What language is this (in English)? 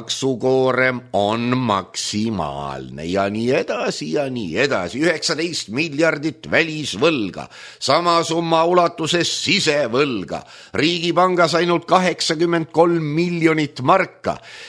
Estonian